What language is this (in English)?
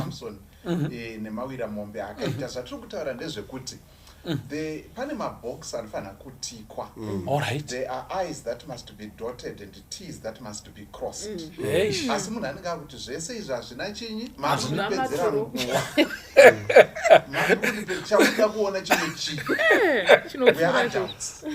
Shona